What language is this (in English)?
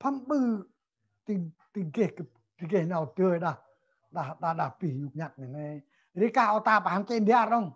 Central Mnong